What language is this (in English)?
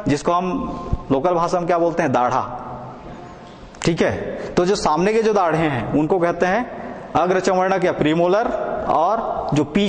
Hindi